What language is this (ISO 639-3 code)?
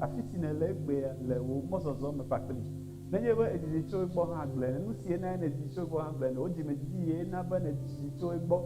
ewe